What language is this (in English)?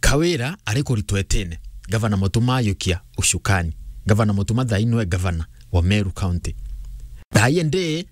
Meru